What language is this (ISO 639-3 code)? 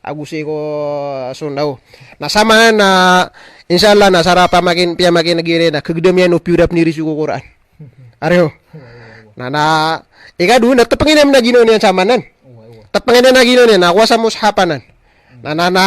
mrw